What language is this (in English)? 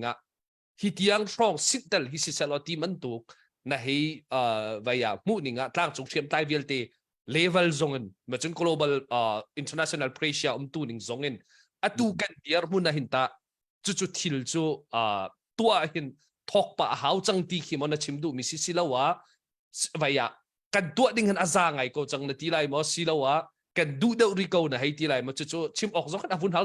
Hakha Chin